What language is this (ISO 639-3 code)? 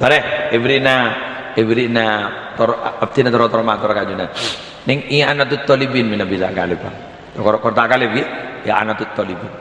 mad